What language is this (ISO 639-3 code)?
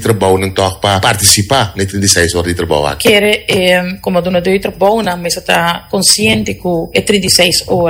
pap